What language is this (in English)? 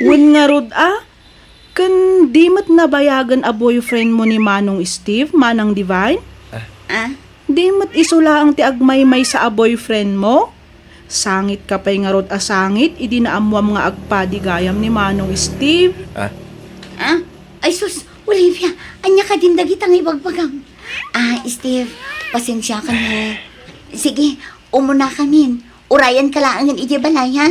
Iloko